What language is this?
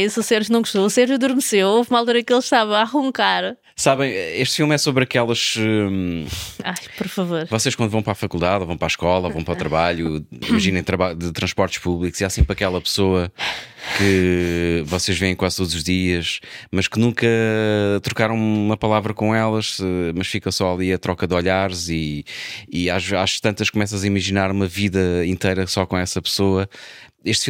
Portuguese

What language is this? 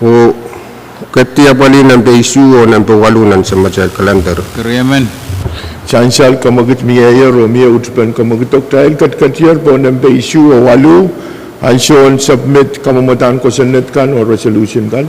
Pohnpeian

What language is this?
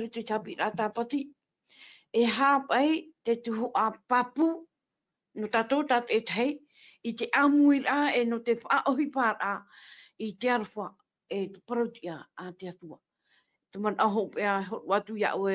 Tahitian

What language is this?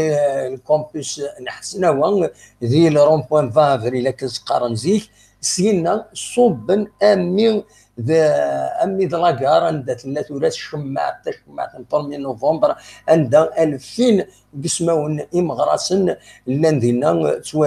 Kabyle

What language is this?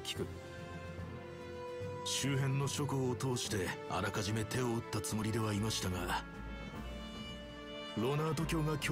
Japanese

